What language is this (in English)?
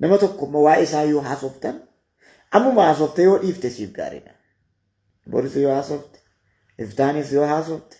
Oromo